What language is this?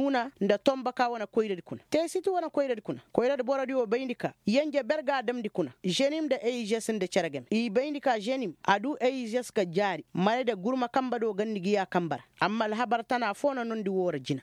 Koyraboro Senni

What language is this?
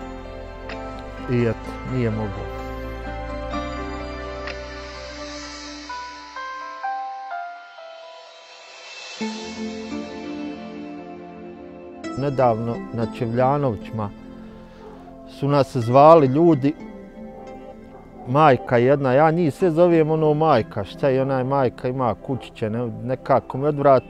Bosnian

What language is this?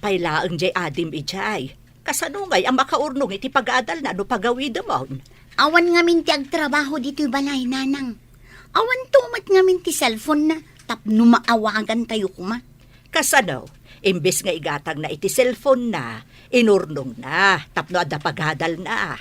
Iloko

